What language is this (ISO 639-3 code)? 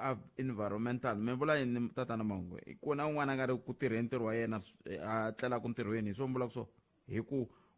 tso